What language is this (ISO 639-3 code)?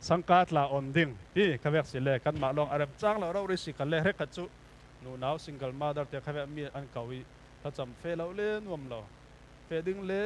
cfm